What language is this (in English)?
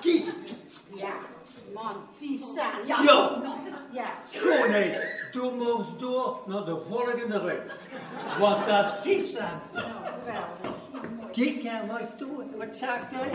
Limburgish